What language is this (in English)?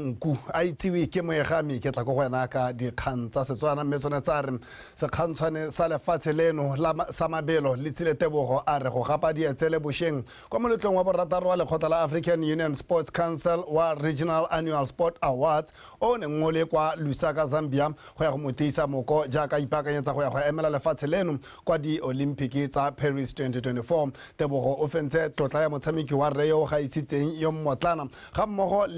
Tswana